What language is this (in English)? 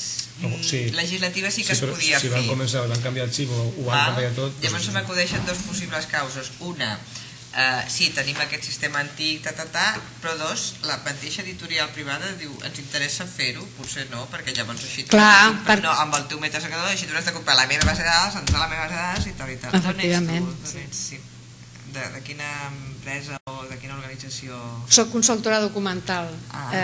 Catalan